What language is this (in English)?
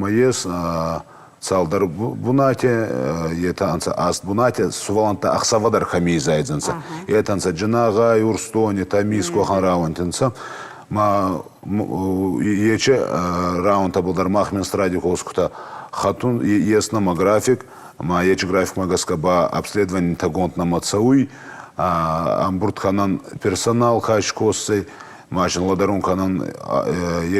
Ossetic